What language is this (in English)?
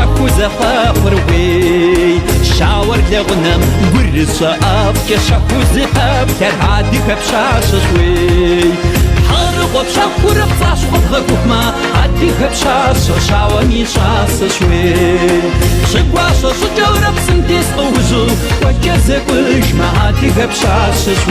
Kabardian